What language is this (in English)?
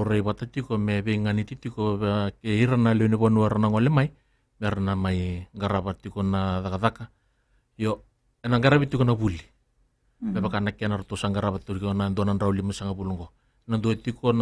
Fijian